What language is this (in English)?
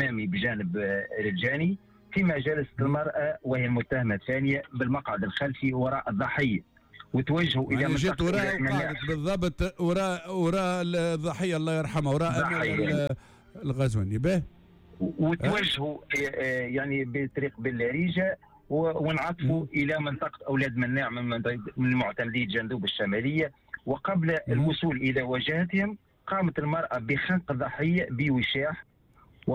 Tunisian Arabic